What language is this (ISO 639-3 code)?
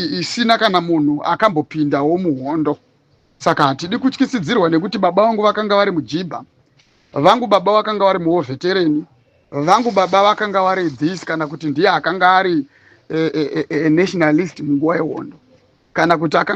sna